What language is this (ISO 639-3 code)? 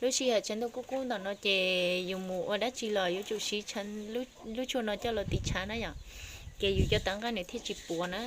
hmn